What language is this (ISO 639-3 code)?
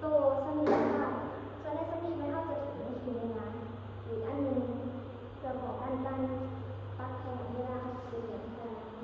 lao